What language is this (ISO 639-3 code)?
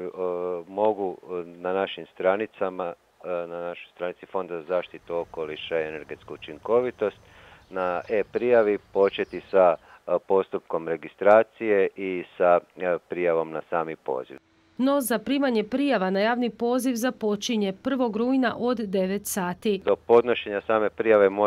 hrv